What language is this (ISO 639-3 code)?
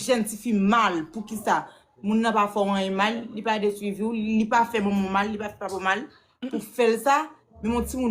hat